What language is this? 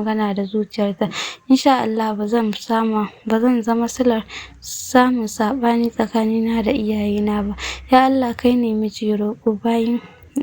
Hausa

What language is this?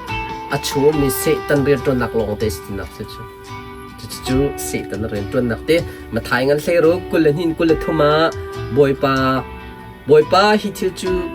Hakha Chin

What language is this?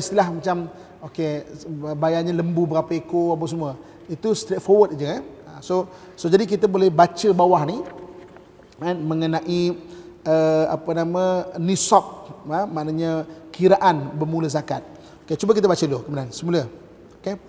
Malay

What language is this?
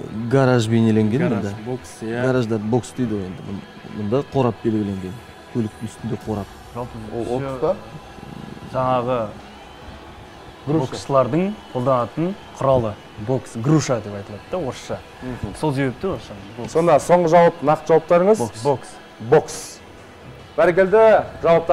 Kazakh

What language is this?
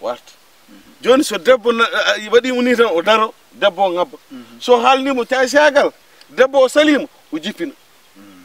Fula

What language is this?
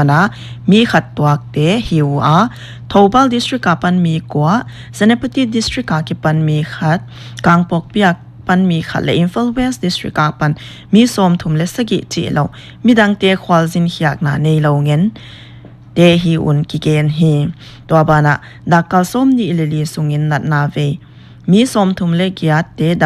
Paite Chin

